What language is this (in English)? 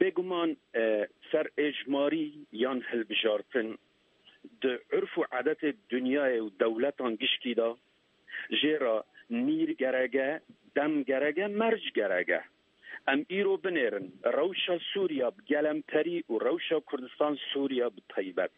Kurdish